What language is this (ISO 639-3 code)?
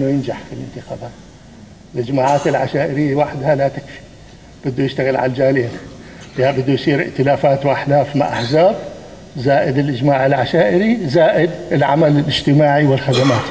apc